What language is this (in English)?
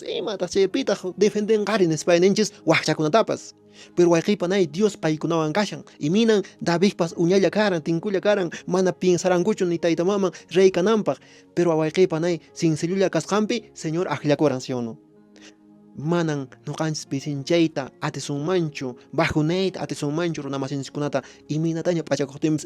Quechua